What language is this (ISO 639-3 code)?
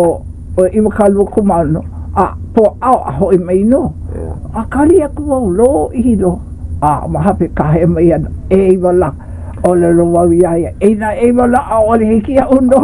haw